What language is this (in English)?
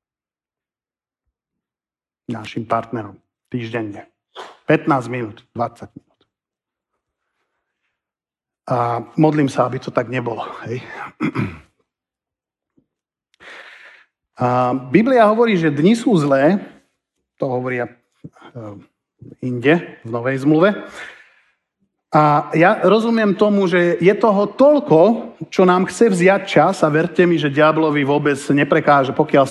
Slovak